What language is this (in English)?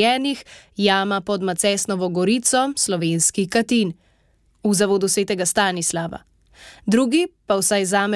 Slovenian